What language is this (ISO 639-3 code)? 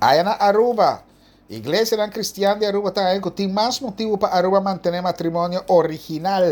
pap